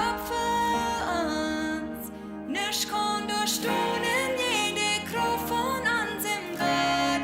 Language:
Plautdietsch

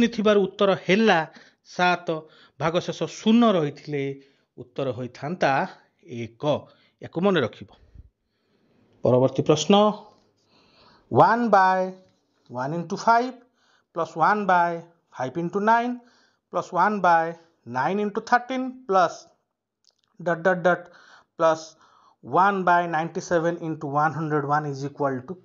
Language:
Odia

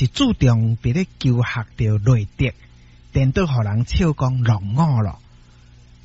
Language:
Min Nan Chinese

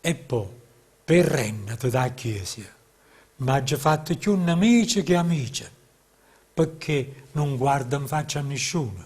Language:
Neapolitan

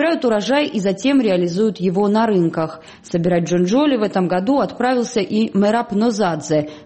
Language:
Russian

